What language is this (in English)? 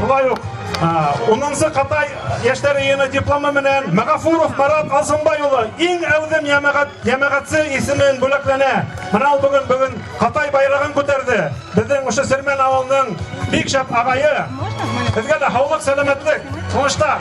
Bashkir